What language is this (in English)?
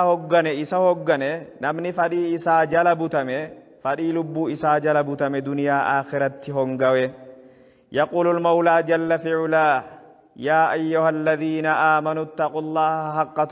Oromo